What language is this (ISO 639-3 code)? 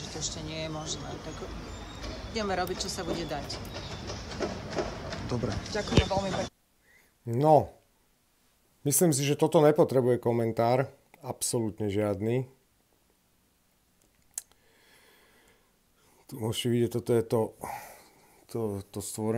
slk